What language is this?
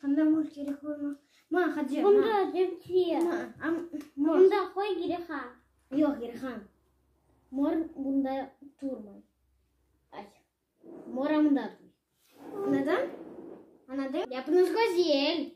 Crimean Tatar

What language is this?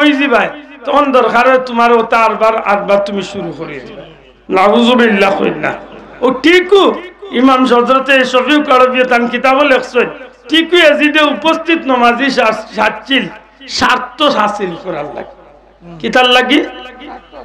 Sylheti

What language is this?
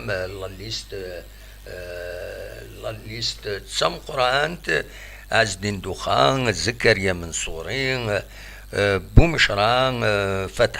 Kabyle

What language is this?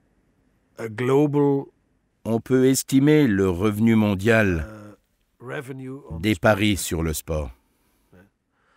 French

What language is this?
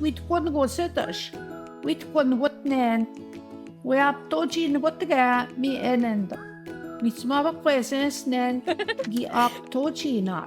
Central Ojibwa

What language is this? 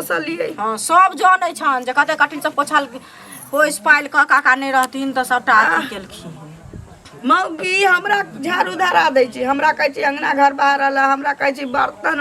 Maithili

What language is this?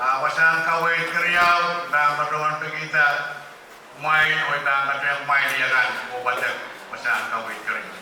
Pohnpeian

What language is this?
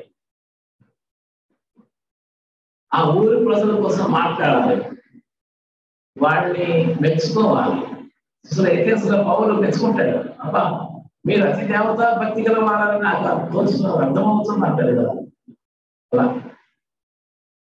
Telugu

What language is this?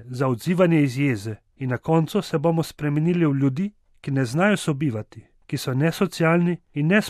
Slovenian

